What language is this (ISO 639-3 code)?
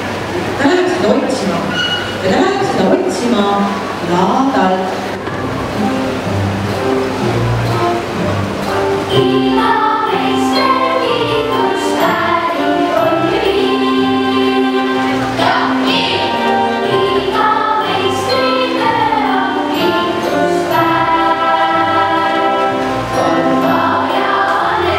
est